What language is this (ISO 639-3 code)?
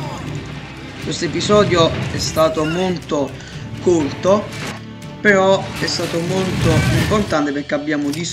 ita